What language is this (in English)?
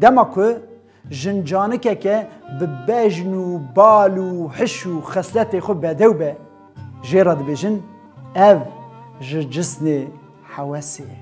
Kurdish